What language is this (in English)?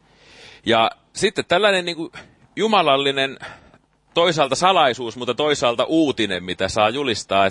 Finnish